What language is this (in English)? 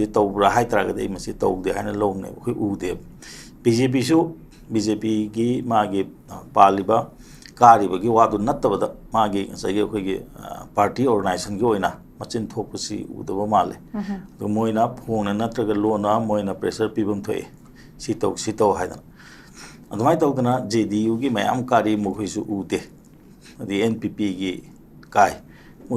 Manipuri